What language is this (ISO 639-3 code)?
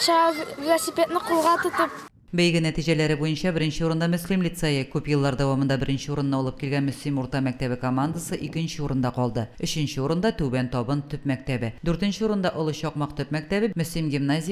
tat